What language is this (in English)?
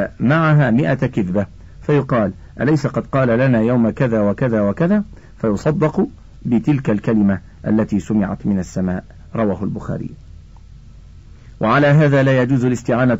Arabic